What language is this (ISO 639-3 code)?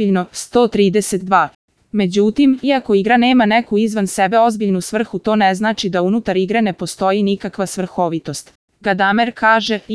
srp